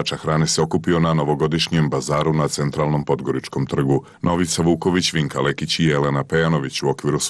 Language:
Croatian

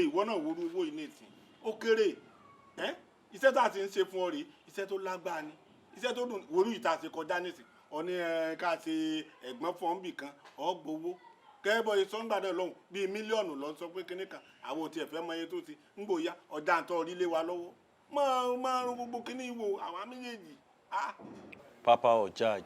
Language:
Yoruba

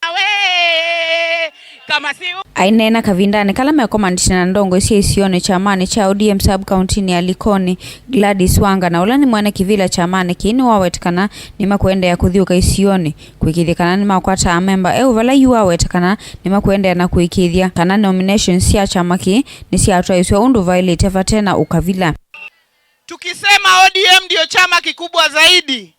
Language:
Kamba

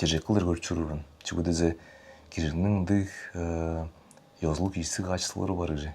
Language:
Tuvinian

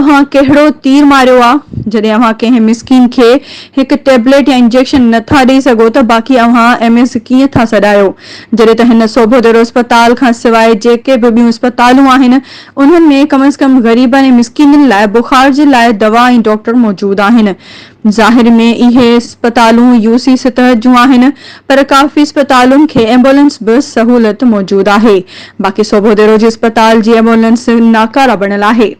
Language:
Sindhi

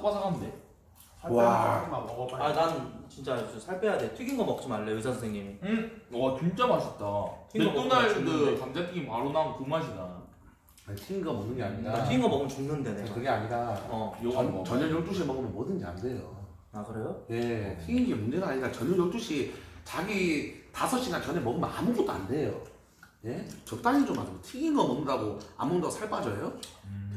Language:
Korean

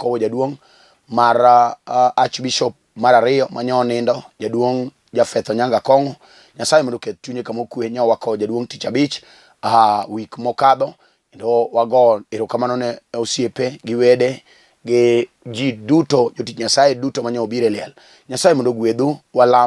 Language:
Luo (Kenya and Tanzania)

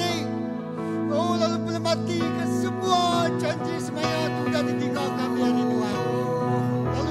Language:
Iban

